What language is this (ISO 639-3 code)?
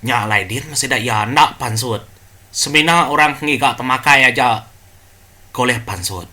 iba